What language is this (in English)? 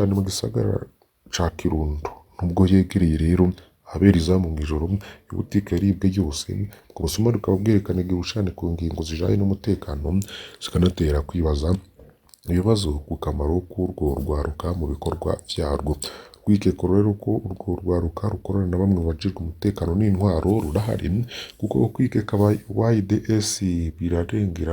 Rundi